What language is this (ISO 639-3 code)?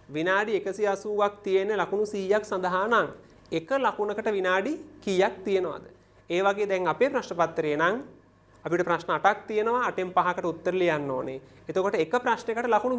sin